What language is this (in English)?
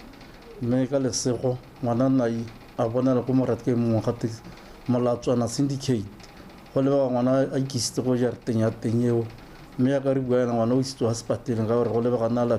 Tswana